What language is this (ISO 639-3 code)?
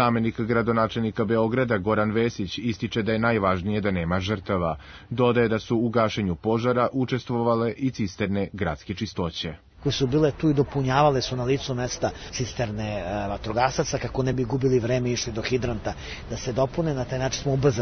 srp